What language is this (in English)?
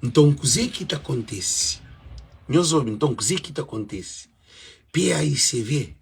Kabuverdianu